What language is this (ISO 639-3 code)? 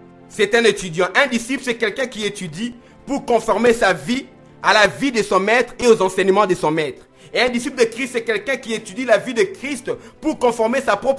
fra